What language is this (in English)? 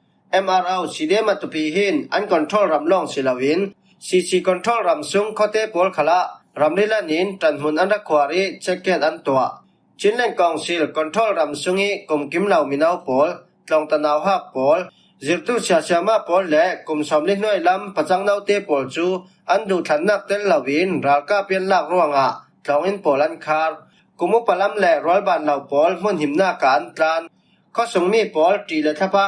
Falam Chin